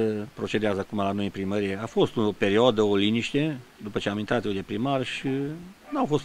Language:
Romanian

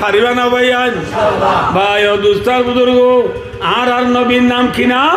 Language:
Rohingya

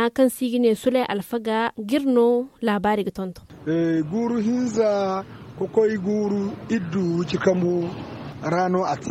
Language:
Zarma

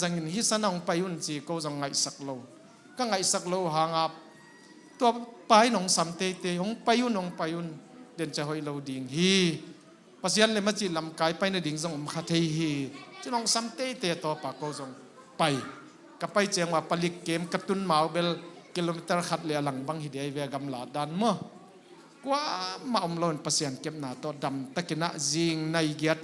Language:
Tedim Chin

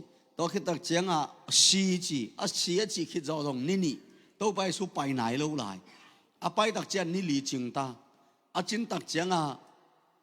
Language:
Tedim Chin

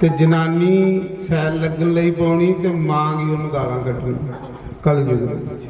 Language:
Dogri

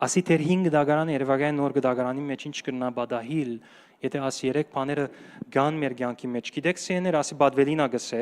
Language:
Western Armenian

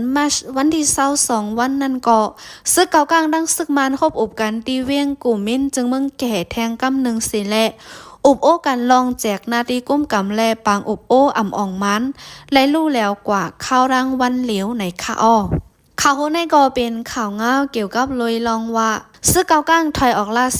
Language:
Shan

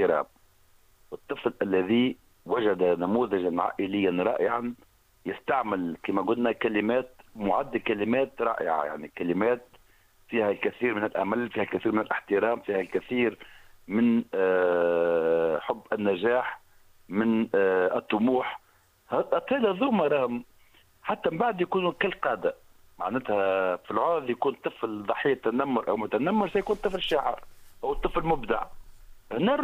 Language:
Tunisian Arabic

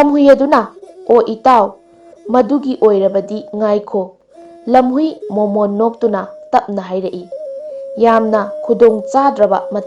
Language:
Manipuri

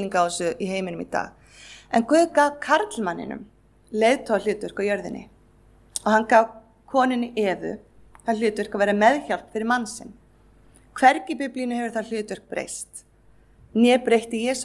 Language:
Icelandic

